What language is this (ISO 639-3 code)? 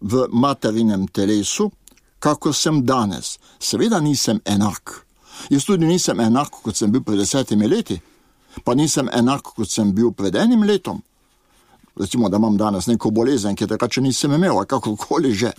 slv